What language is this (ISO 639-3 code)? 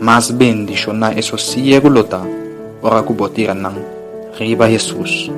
pap